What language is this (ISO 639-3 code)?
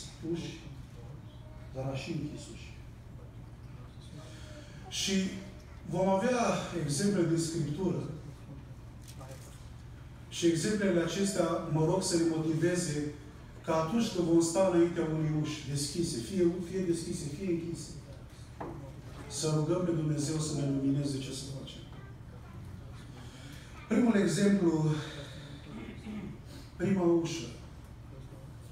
ron